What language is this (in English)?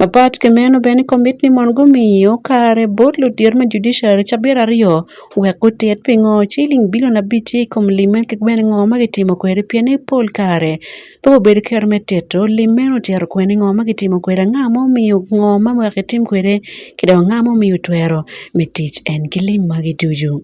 Acoli